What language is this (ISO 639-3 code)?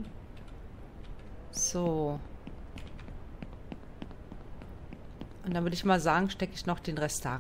deu